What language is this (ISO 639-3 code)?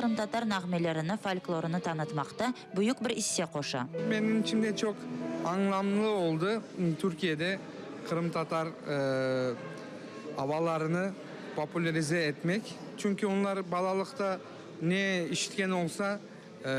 crh